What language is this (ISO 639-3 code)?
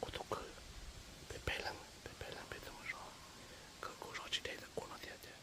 hmn